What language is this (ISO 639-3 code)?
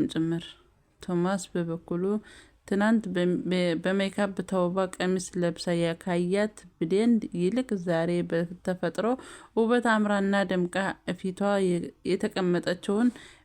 amh